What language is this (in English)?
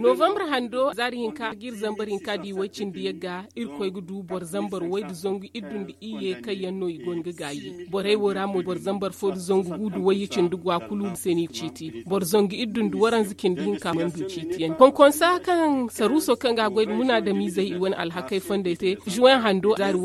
Zarma